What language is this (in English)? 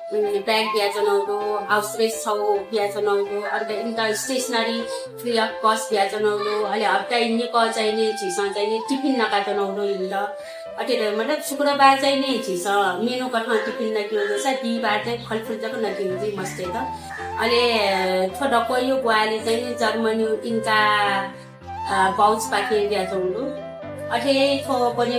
Newari